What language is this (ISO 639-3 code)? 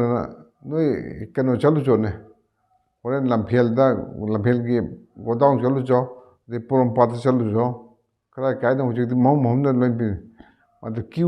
mni